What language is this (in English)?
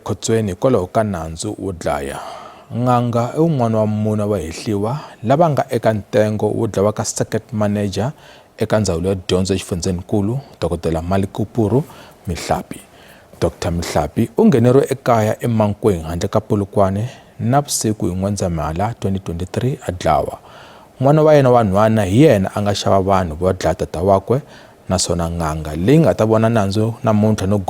Tsonga